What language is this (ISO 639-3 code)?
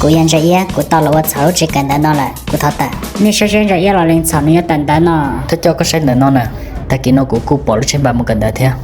hmn